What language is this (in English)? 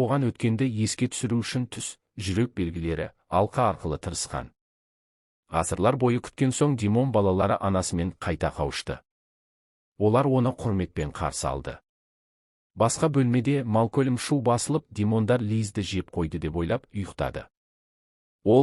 Kazakh